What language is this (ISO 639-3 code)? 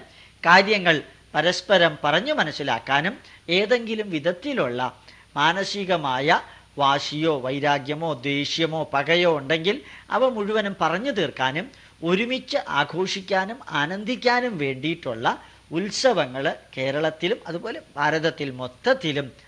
mal